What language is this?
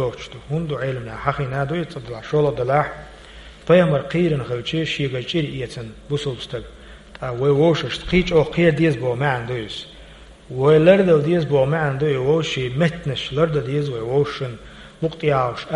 Chechen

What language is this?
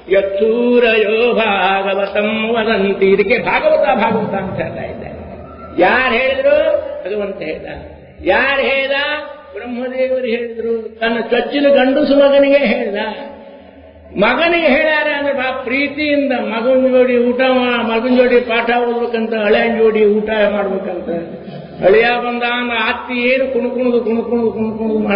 Kannada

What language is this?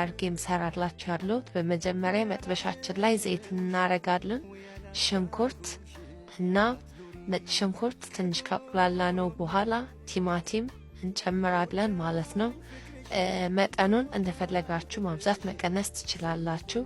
Amharic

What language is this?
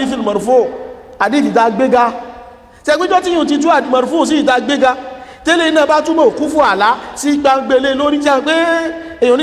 Yoruba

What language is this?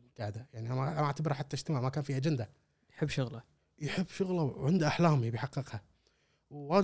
Gulf Arabic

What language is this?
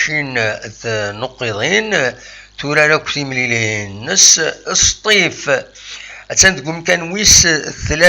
Kabyle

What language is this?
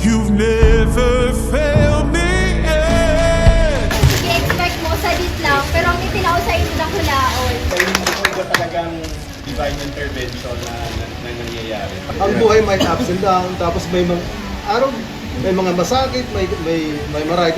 Bikol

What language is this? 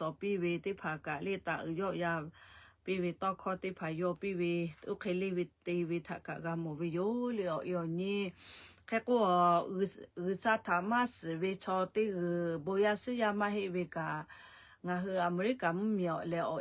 Lahu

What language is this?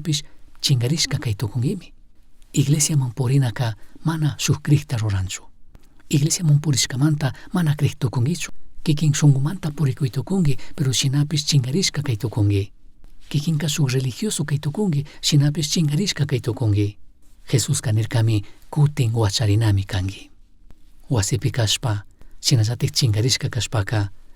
Chimborazo Highland Quichua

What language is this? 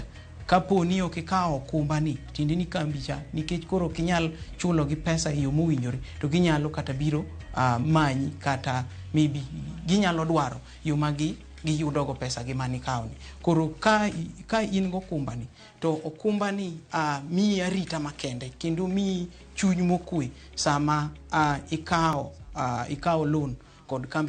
Luo (Kenya and Tanzania)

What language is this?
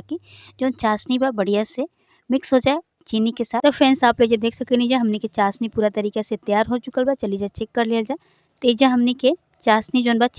Bhojpuri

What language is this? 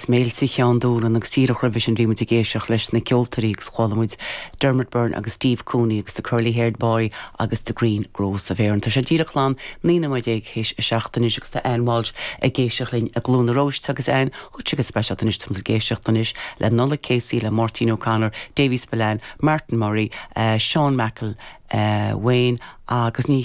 Irish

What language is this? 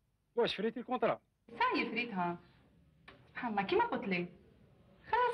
Algerian Arabic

